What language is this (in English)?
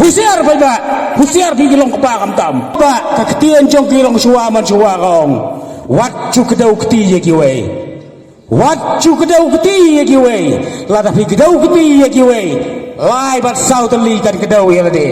Khasi